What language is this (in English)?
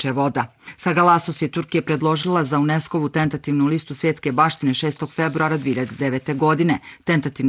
Bosnian